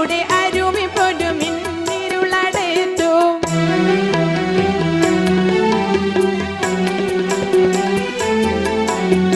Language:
Malayalam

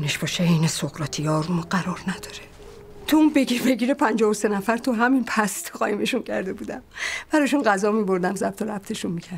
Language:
Persian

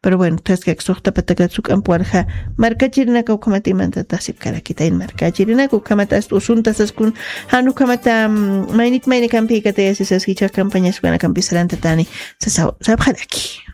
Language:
Aymara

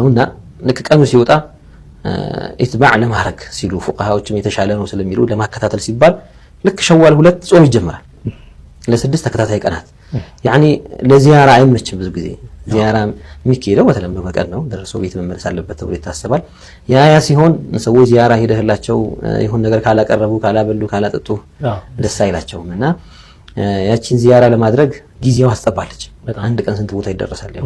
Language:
Amharic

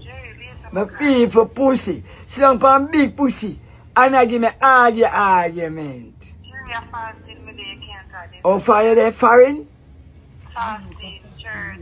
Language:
Jamaican Creole English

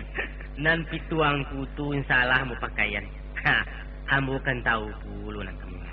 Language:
Minangkabau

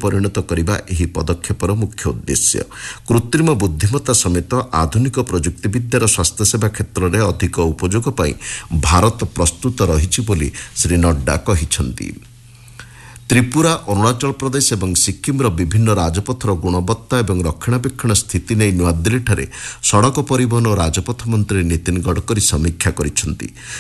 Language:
Odia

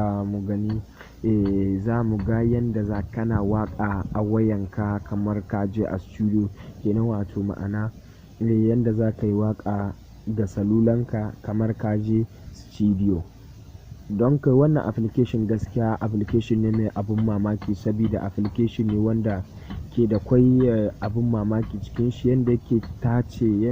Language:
Hausa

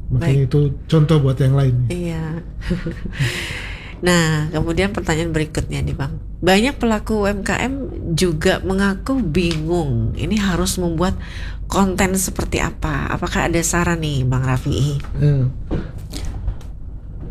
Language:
Indonesian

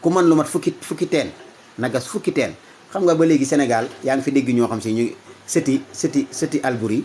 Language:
Wolof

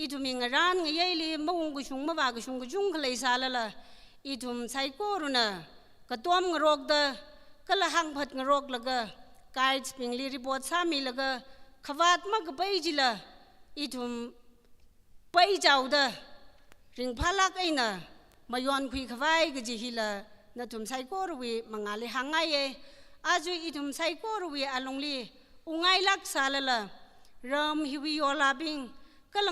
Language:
Tangkhul Naga (India)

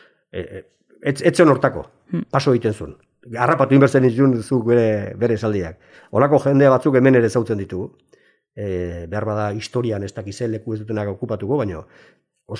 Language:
Basque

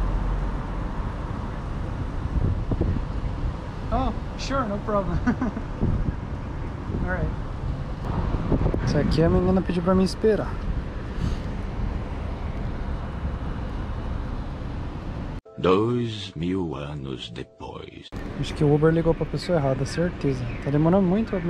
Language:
Portuguese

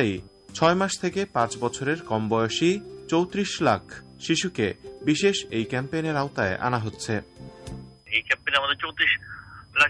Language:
Bangla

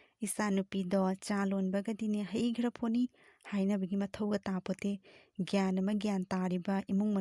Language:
Manipuri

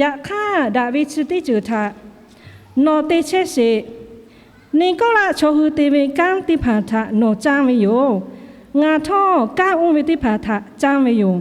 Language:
Lahu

